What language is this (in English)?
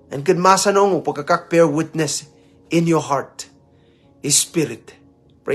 Pohnpeian